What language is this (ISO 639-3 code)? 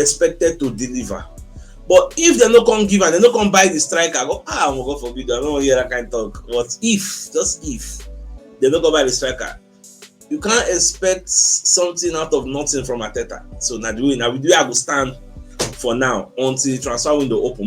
pcm